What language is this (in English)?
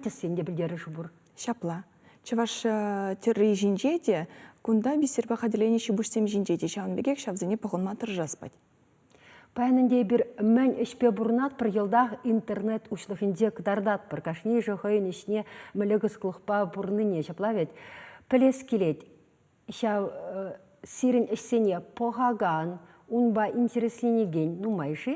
Chuvash